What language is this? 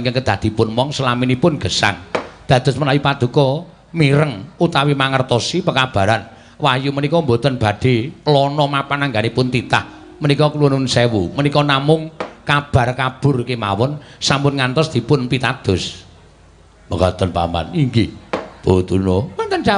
Javanese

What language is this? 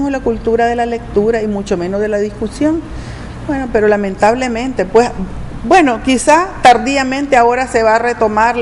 Spanish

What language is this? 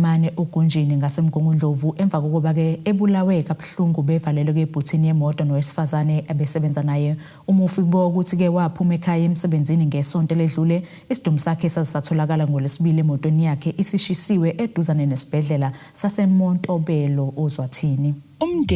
Zulu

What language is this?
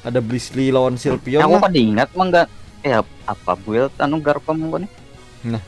Banjar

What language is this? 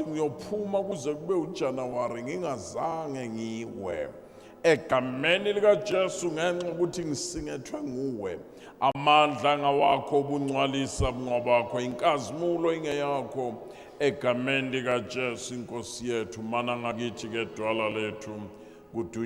Zulu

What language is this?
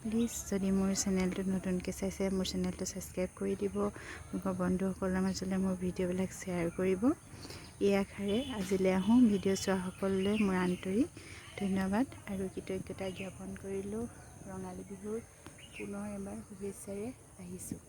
Assamese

